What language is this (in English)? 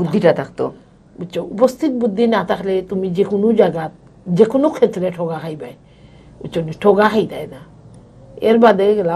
Sylheti